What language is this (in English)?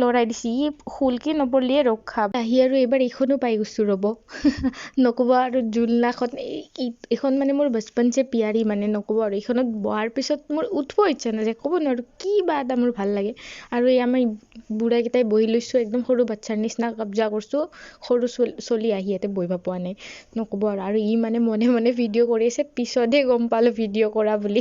Assamese